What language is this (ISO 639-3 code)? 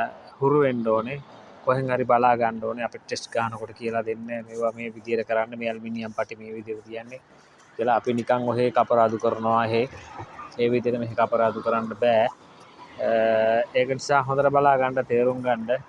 sin